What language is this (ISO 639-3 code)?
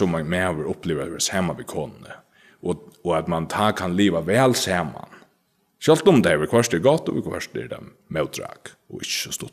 fao